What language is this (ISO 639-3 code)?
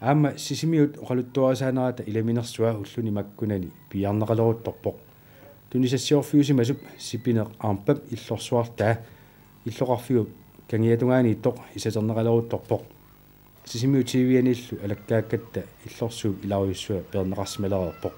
kal